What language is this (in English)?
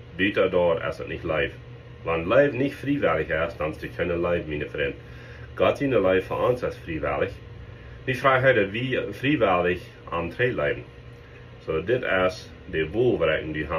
Plautdietsch